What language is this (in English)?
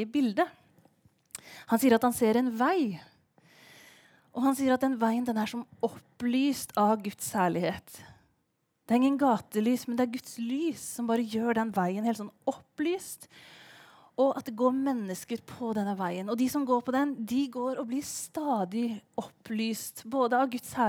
Norwegian